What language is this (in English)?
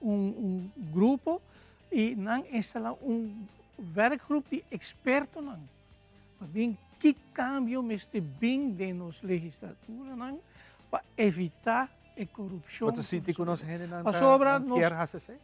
Papiamento